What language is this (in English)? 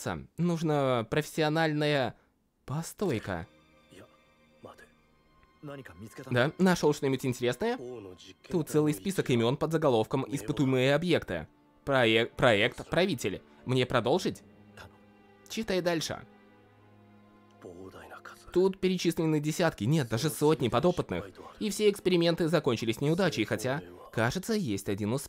Russian